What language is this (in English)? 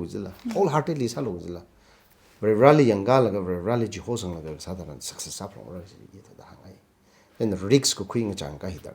Tangkhul Naga (India)